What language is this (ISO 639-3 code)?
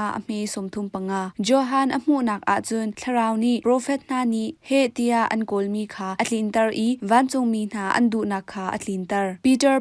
cnh